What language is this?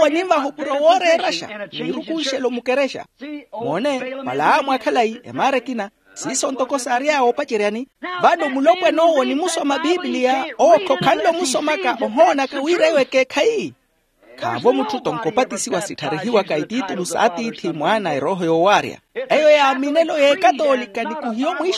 Makhuwa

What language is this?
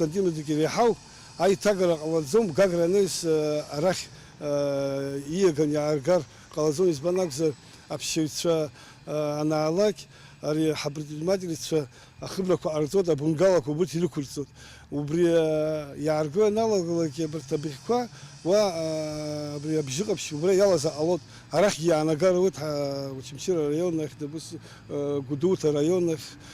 Abkhazian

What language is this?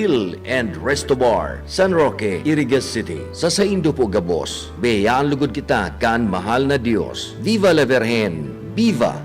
Bikol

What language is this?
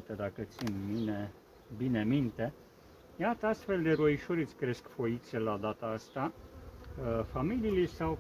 Romanian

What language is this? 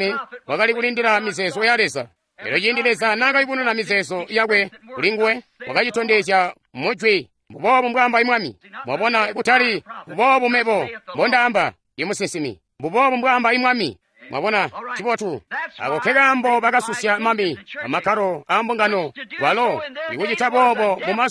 Tonga (Zambia)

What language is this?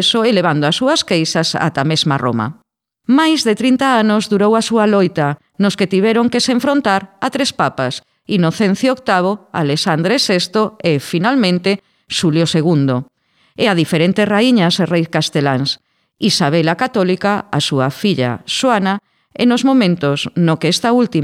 Galician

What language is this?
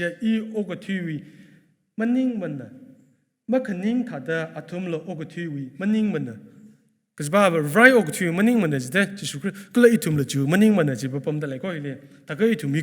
Tangkhul Naga (India)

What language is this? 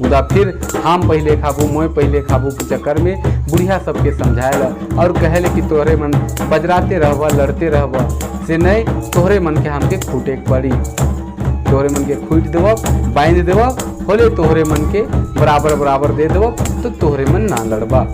Sadri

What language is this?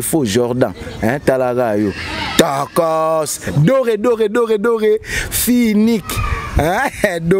Lingala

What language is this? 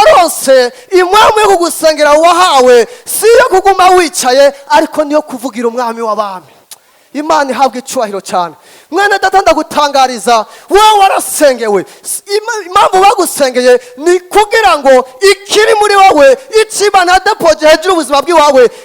Rundi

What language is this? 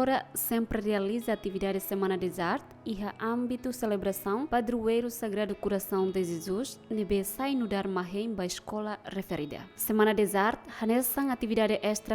Tetum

